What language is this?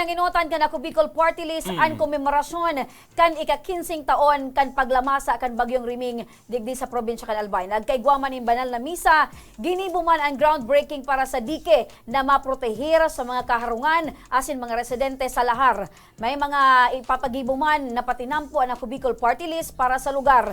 Bikol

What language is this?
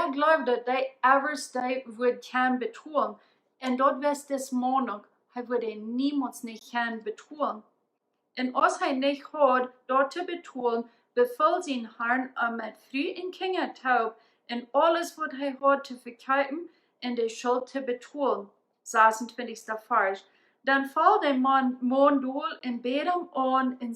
Plautdietsch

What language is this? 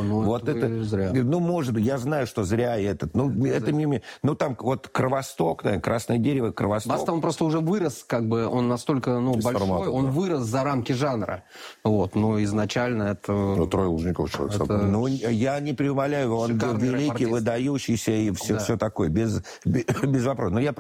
Russian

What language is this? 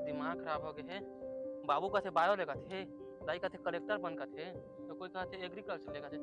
Chhattisgarhi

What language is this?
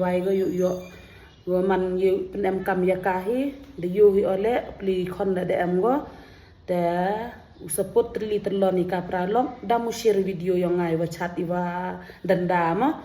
Khasi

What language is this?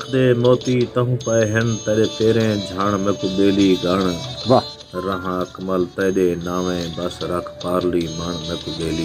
Saraiki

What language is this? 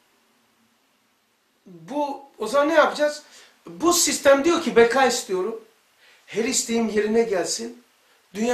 Turkish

